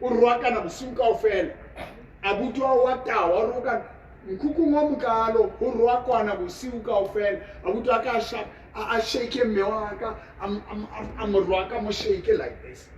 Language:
Southern Sotho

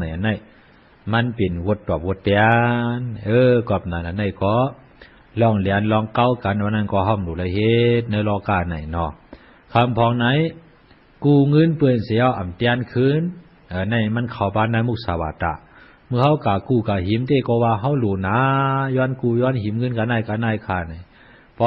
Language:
Shan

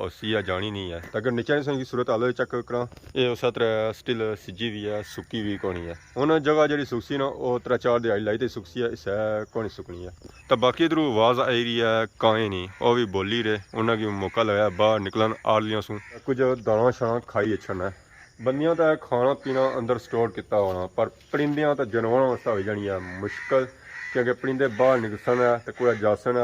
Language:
Pahari-Potwari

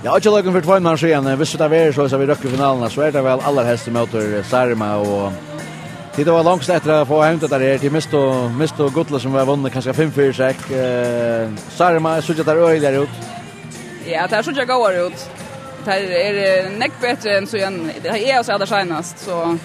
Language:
Faroese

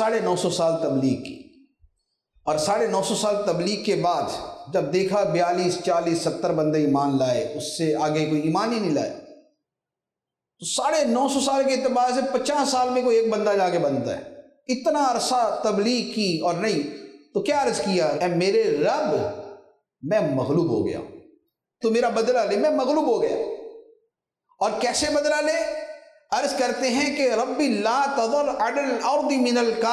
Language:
Urdu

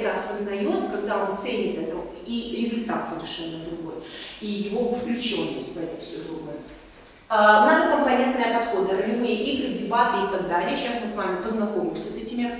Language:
Russian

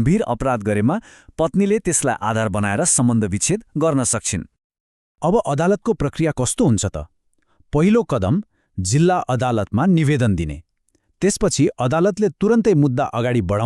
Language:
Nepali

